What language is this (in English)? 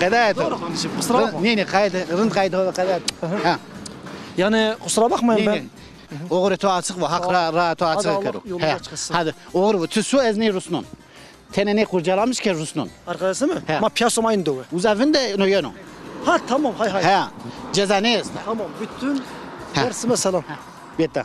Zaza